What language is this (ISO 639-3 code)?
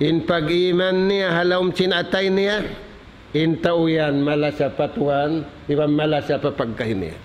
tsg